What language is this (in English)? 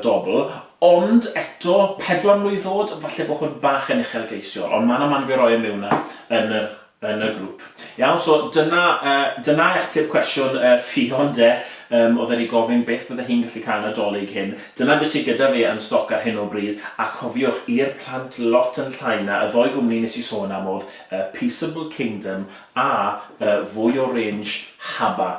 Welsh